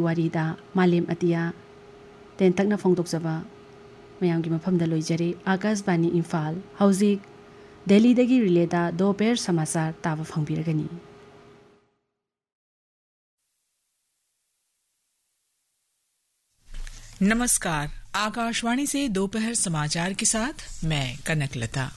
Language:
Manipuri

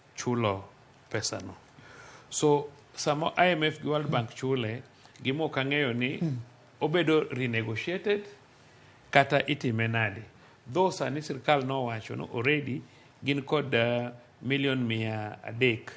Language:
Luo (Kenya and Tanzania)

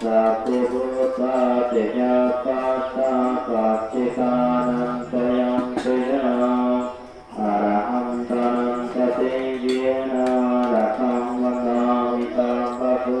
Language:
Pali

